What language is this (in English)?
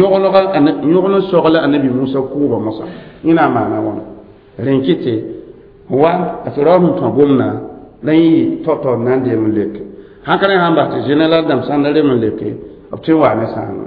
Mossi